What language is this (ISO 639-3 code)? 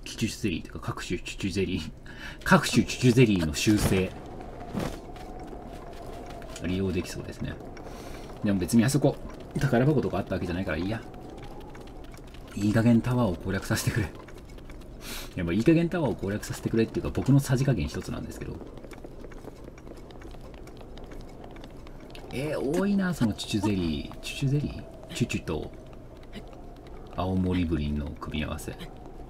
jpn